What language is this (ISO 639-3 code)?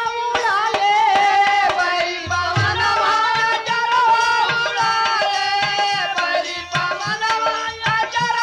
bho